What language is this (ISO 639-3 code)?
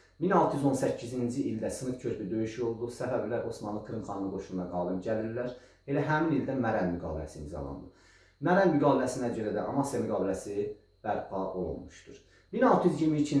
aze